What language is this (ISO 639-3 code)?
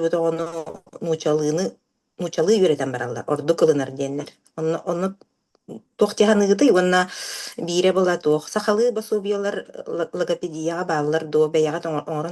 sah